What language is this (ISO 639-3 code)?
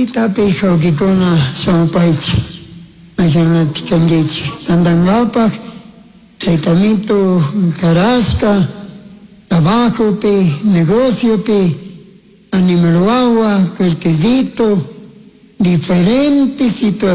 qug